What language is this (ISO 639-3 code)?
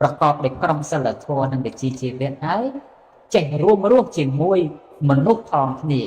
khm